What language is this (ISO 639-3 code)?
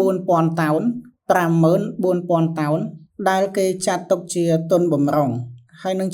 khm